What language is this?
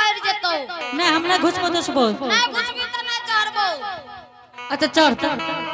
Angika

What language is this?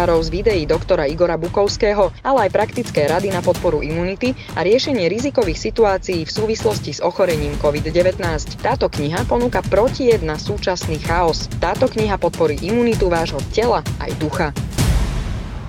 Slovak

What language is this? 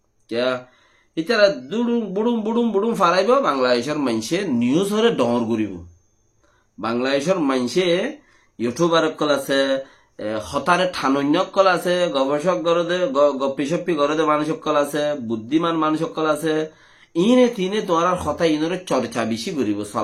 Rohingya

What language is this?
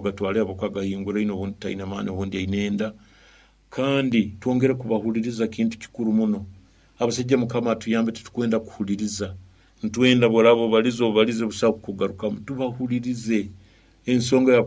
Nyoro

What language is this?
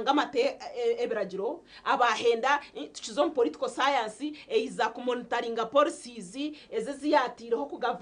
Nyankole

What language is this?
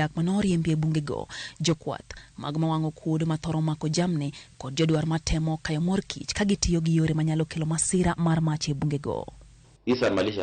Luo (Kenya and Tanzania)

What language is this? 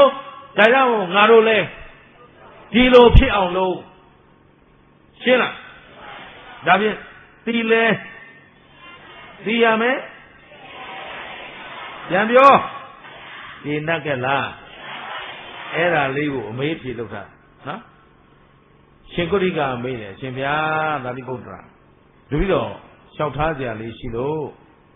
Burmese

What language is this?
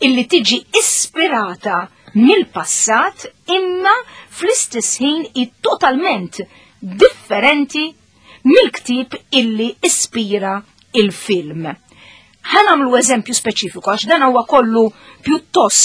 Maltese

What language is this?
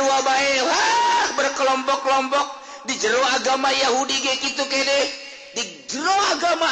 Sundanese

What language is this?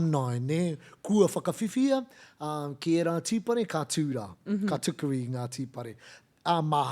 Māori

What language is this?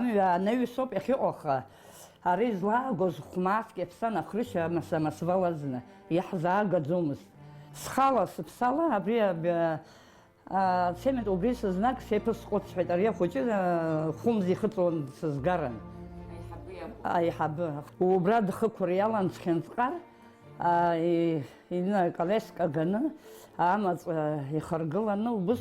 Abkhazian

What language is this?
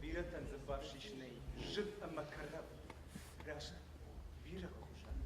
Ossetic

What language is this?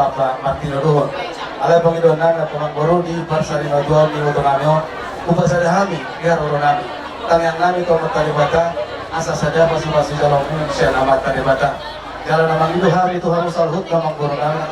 Batak Toba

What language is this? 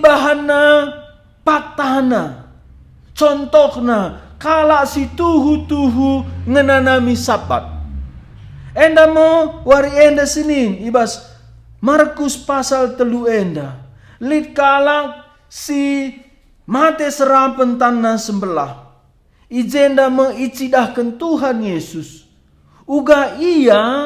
Batak Karo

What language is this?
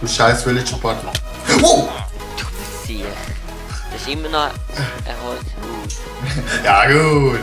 Swiss German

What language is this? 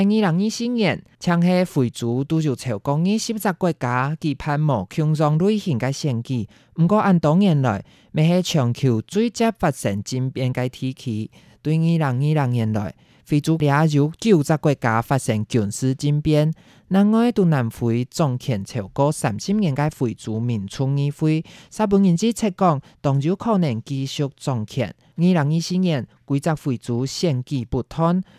Hakka Chinese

